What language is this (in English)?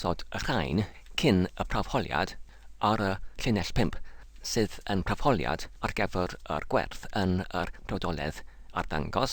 Welsh